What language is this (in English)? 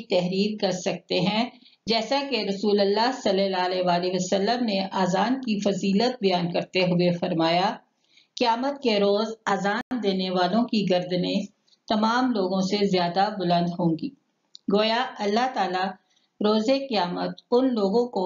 Urdu